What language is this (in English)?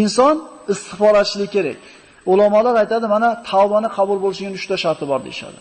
Uzbek